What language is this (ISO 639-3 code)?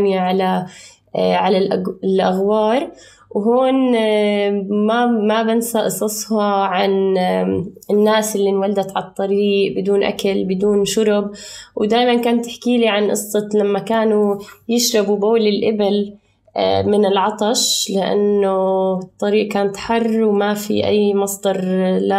apc